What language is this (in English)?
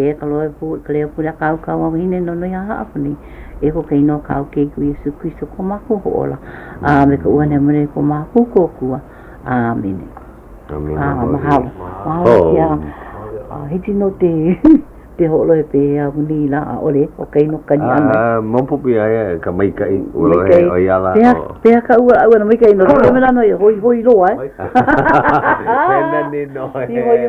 Hawaiian